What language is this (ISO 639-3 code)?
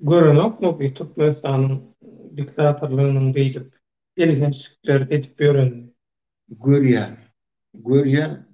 tuk